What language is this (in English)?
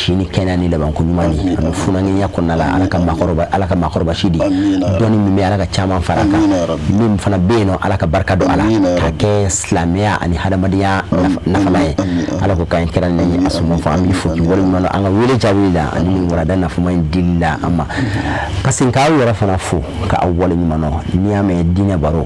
Bambara